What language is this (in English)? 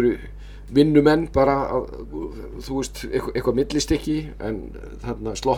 Icelandic